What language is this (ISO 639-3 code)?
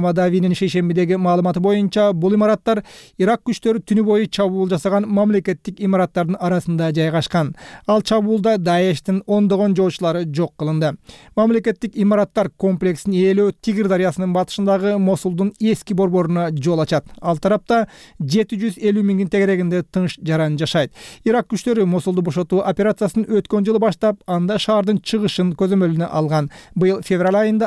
kir